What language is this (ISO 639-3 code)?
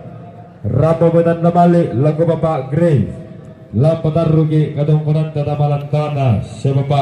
sda